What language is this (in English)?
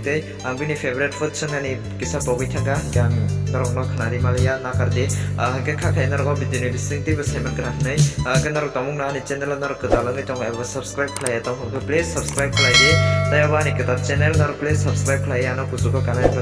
Kok Borok